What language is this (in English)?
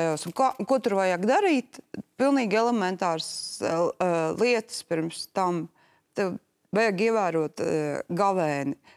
Latvian